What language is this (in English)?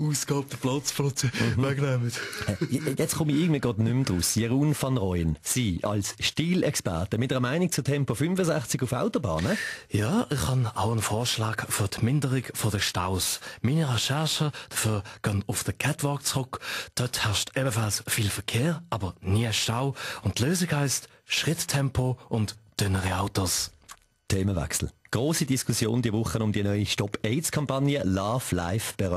Swiss German